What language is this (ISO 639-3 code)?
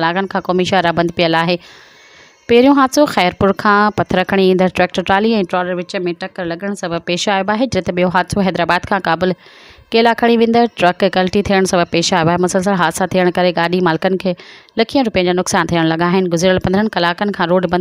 snd